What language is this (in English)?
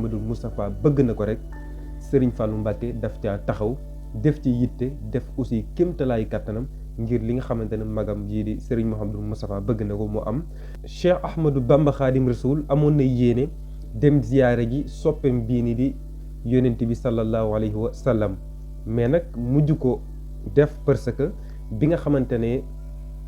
Wolof